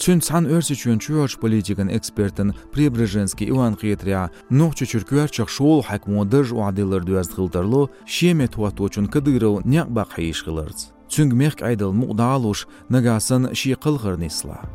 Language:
Chechen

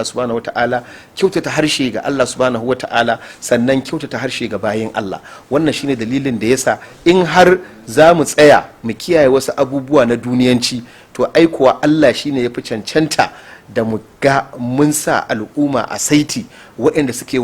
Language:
Hausa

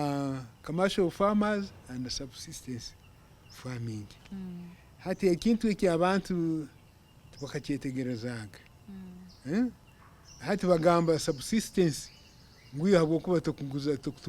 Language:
Nyankole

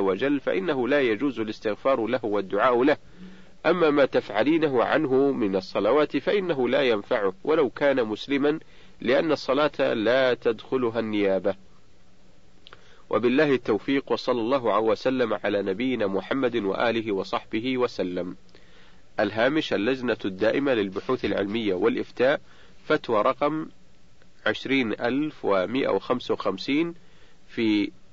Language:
Arabic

